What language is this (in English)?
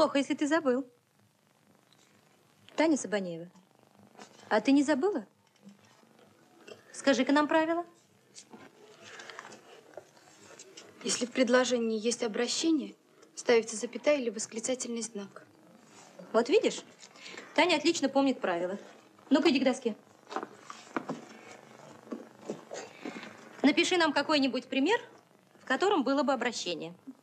Russian